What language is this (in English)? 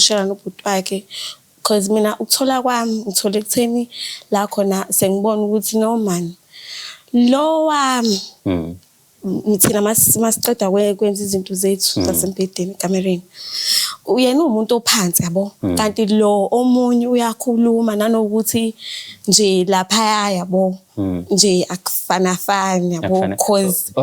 Zulu